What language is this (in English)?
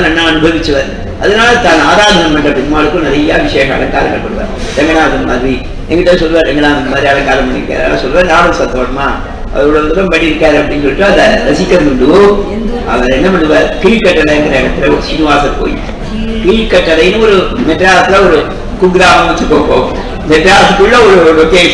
Tamil